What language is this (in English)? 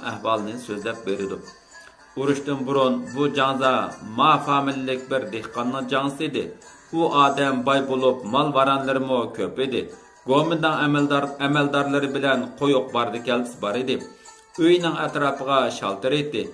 Uyghur